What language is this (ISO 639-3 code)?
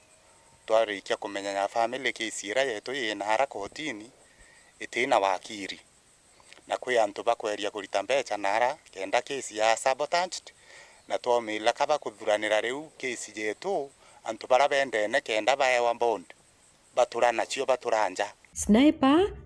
mer